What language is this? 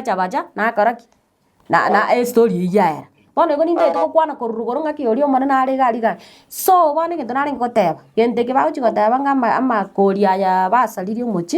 Gusii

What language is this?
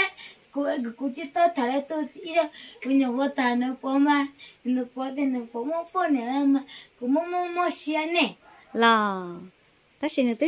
Hmong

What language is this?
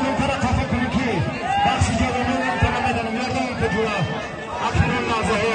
Tajik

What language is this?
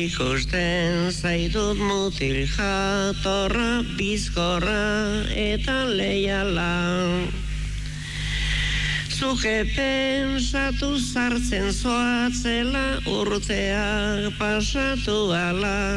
Basque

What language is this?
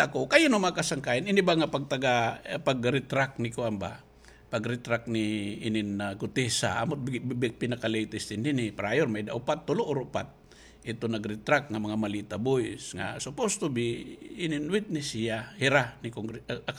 Waray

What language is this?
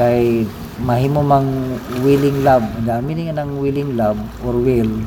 Cebuano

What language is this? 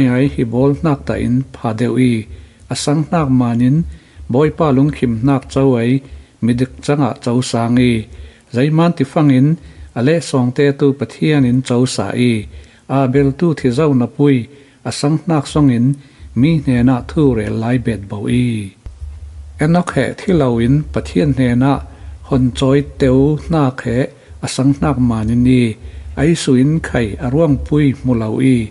Falam Chin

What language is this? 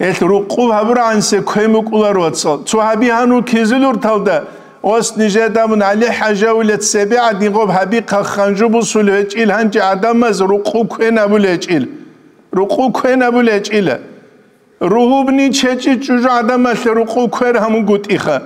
Avaric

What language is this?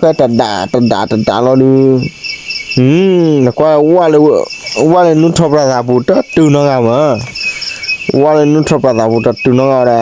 S'gaw Karen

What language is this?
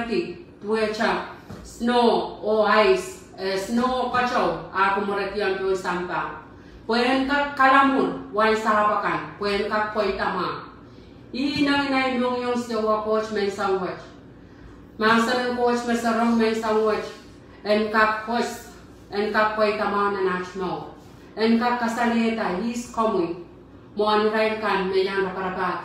Pohnpeian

